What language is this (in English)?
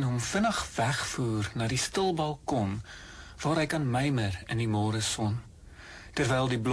Afrikaans